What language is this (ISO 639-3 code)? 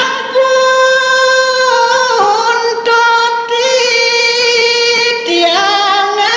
ban